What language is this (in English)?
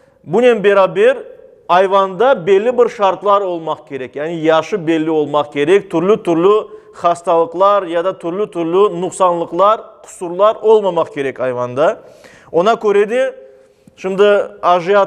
Crimean Tatar